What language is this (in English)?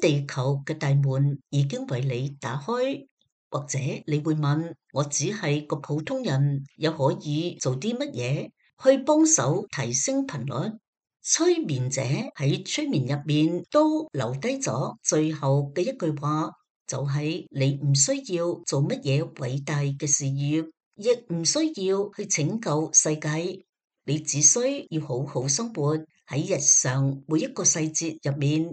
Cantonese